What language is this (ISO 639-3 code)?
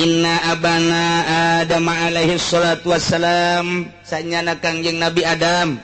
sun